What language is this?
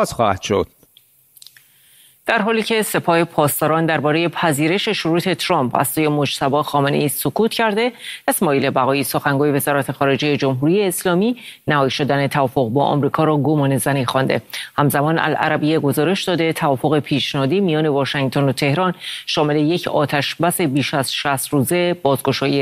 Persian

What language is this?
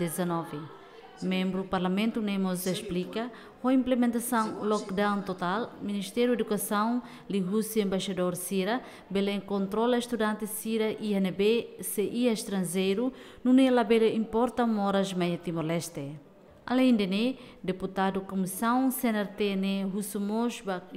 Tetum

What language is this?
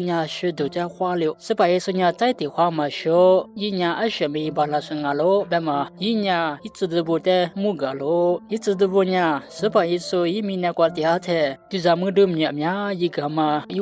Lisu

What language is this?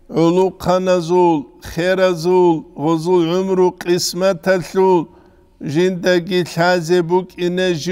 Avaric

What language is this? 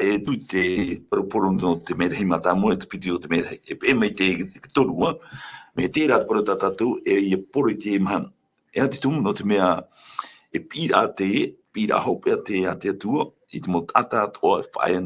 Tahitian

